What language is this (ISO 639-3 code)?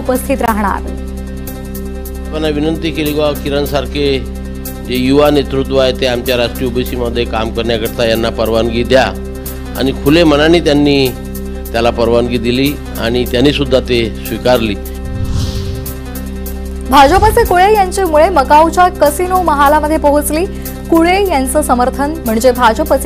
mar